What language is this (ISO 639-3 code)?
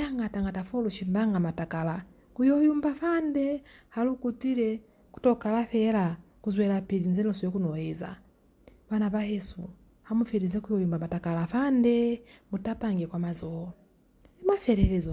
loz